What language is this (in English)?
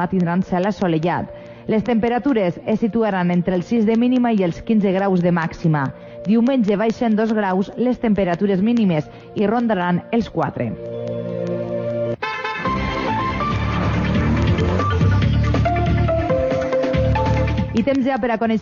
Catalan